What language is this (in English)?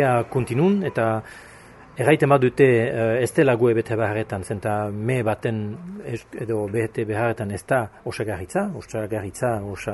Basque